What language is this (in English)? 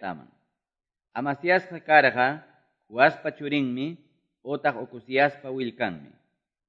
Quechua